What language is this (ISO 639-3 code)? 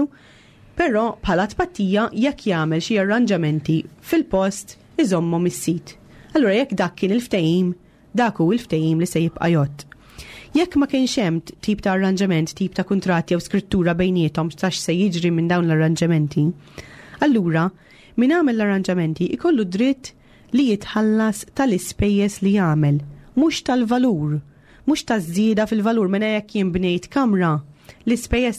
mlt